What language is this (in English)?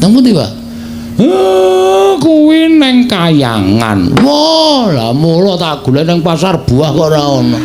Javanese